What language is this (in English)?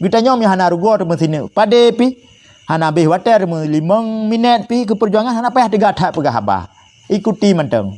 Achinese